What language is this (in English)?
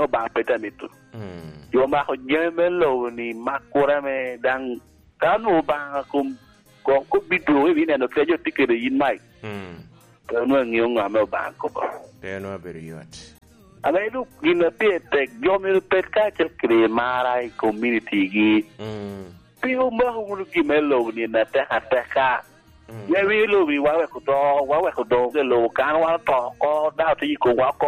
Lango (Uganda)